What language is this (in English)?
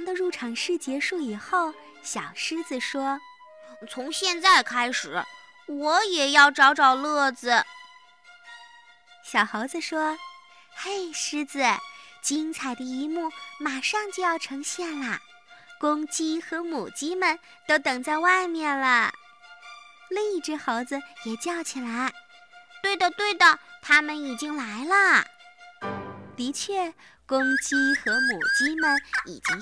Chinese